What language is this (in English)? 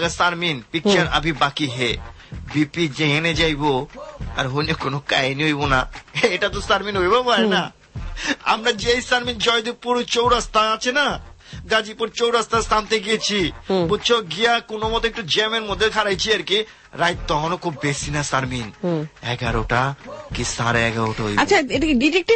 Bangla